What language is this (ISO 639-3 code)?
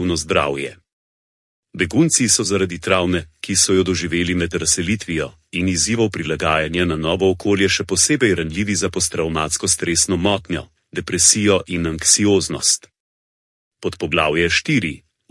slv